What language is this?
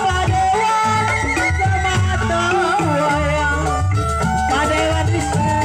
Betawi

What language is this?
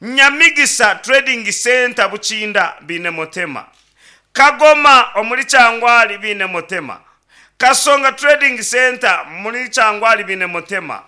Nyankole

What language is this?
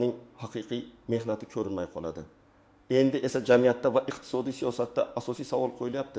Uzbek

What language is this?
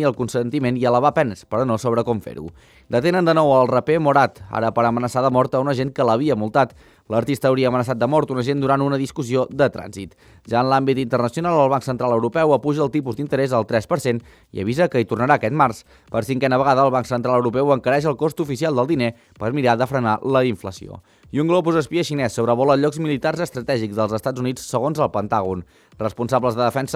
Catalan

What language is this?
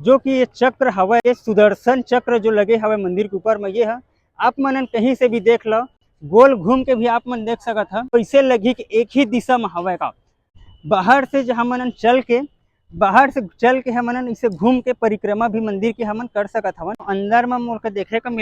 Chhattisgarhi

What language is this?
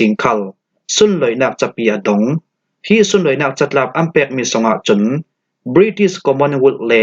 Falam Chin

